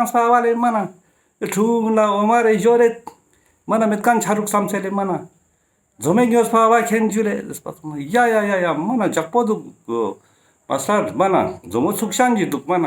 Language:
Ladakhi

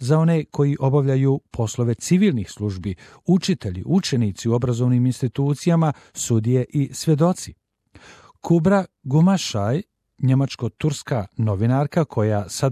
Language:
Bosnian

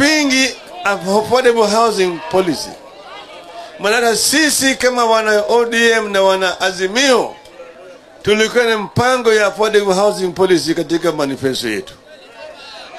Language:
Swahili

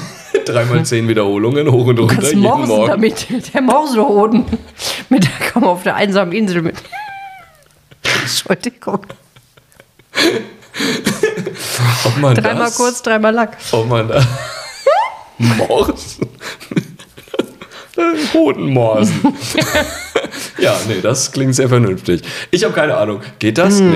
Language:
German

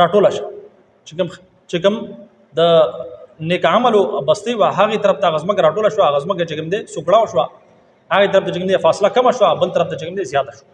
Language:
Pashto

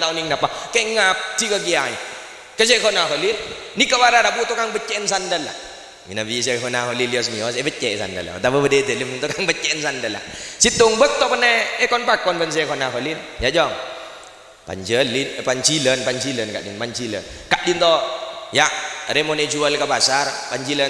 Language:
Madurese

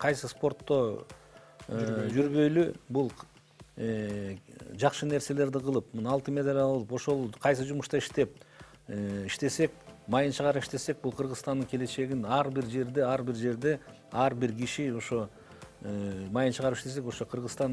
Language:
Kyrgyz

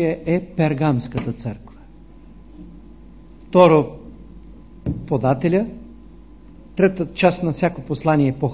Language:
Bulgarian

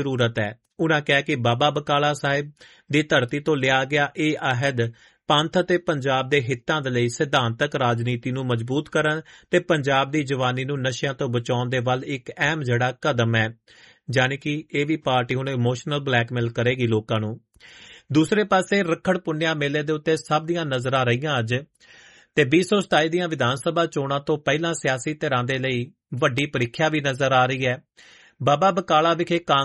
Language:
Punjabi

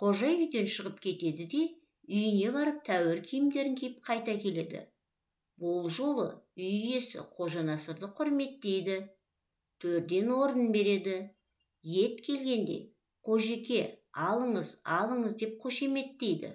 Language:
Kazakh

